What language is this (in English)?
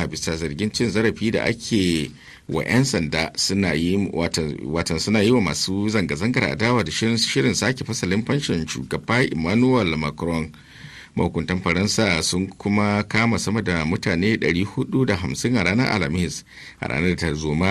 Hausa